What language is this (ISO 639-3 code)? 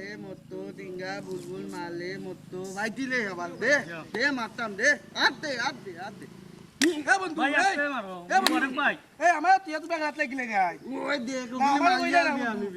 syl